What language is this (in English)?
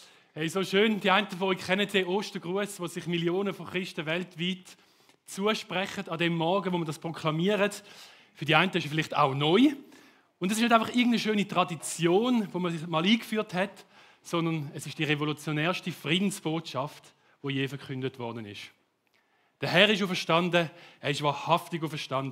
Swiss German